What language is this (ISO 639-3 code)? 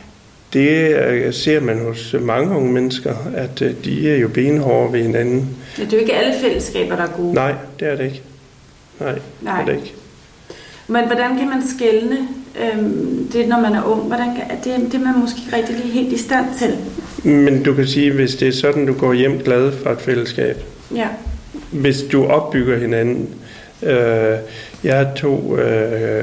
dan